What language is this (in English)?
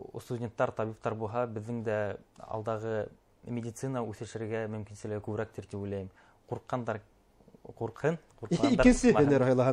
Bashkir